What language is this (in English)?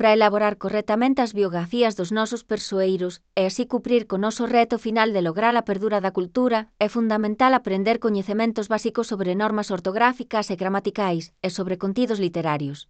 Galician